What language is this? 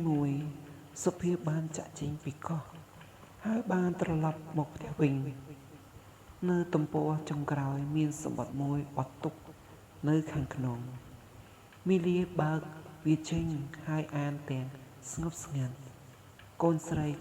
Khmer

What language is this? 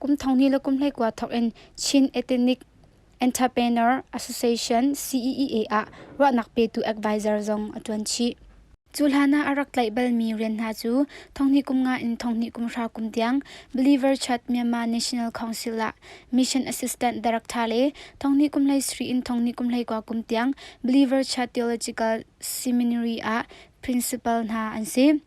Hakha Chin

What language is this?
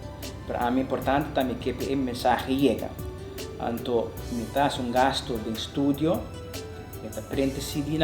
Papiamento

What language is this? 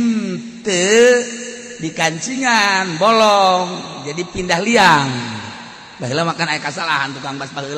Sundanese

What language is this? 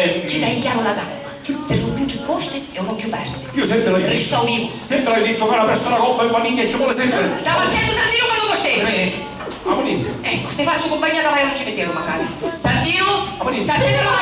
Sicilian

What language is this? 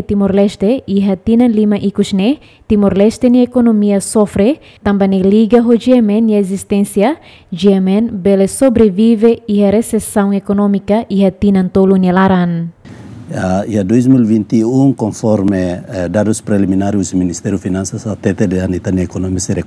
Tetum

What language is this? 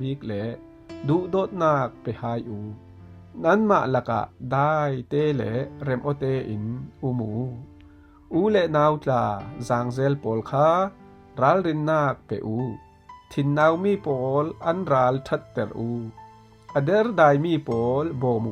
Falam Chin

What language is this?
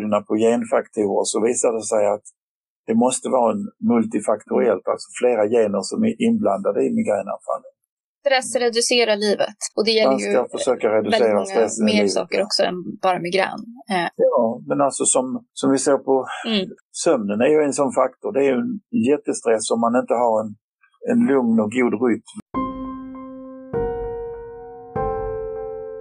Swedish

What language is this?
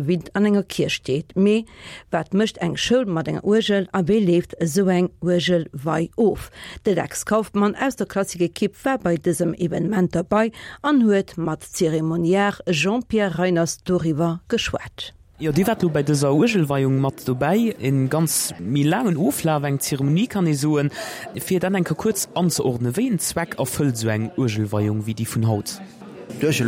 Luxembourgish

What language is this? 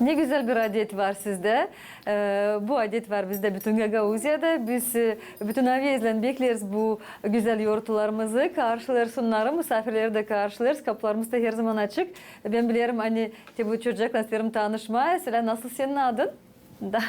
Gagauz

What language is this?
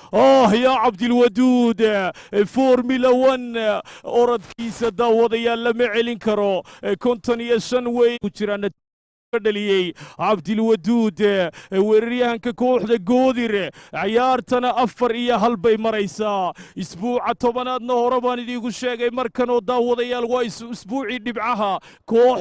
Somali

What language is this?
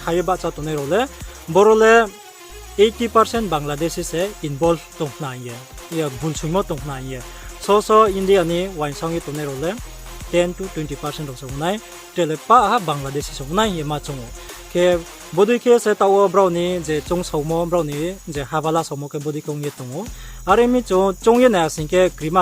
Riang (India)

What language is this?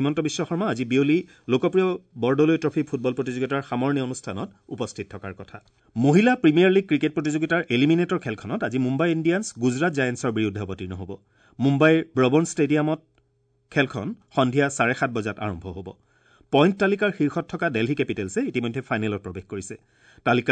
Assamese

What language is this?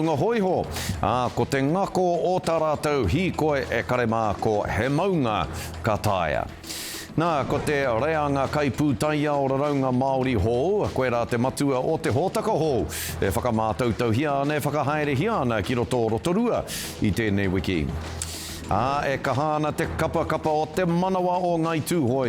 Māori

